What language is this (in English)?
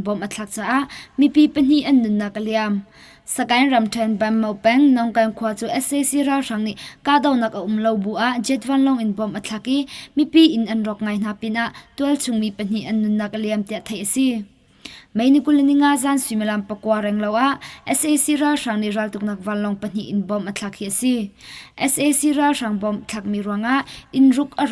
Hakha Chin